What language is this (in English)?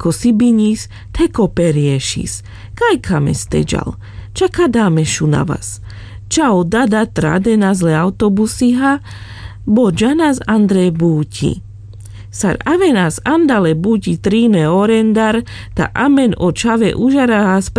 Carpathian Romani